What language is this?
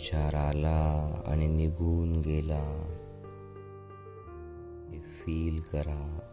Marathi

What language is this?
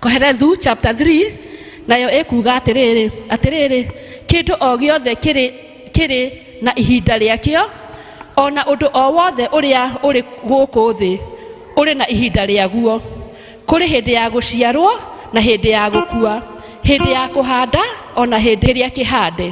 Kikuyu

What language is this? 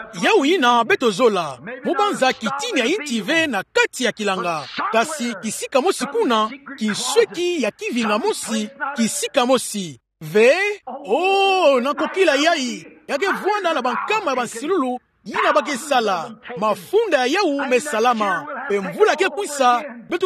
Kituba (Democratic Republic of Congo)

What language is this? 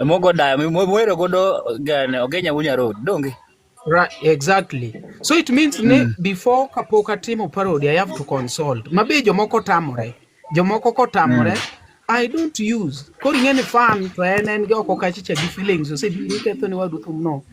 Luo (Kenya and Tanzania)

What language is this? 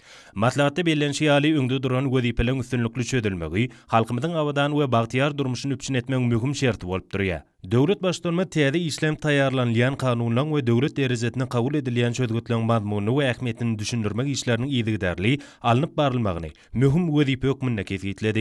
Turkmen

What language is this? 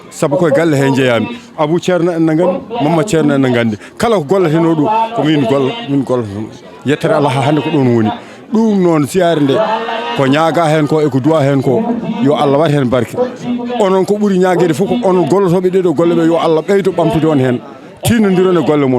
Fula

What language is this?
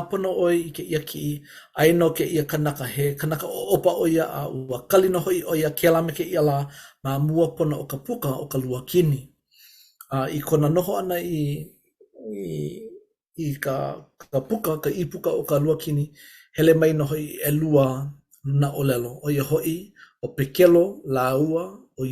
Hawaiian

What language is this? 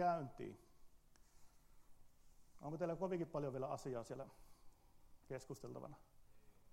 Finnish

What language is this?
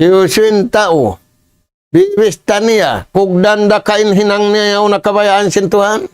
Tausug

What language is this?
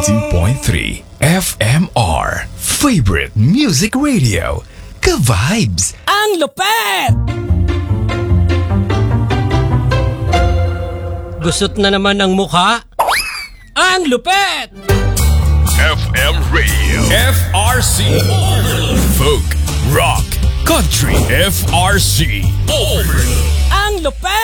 Filipino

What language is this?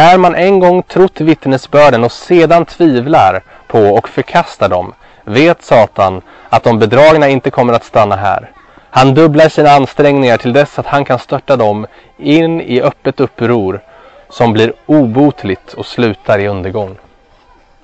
Swedish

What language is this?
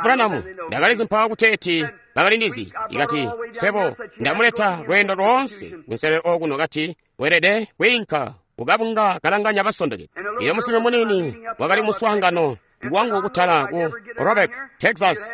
Tonga (Zambia)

